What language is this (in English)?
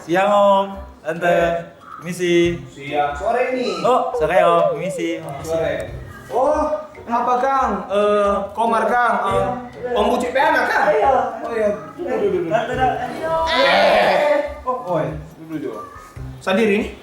Manado Malay